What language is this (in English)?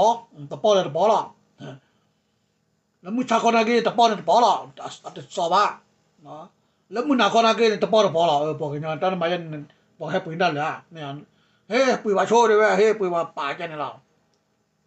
S'gaw Karen